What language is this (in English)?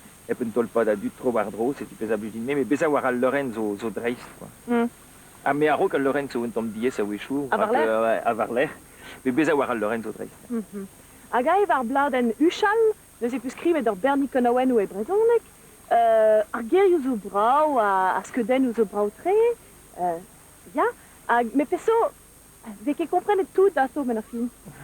Breton